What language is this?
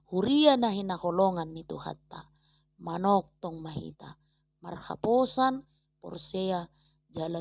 Batak Toba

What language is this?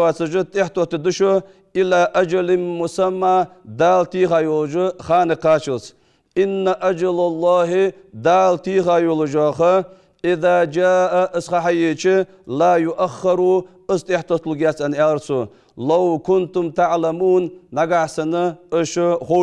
Ingush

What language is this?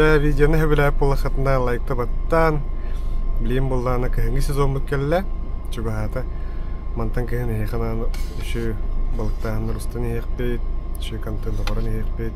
Yakut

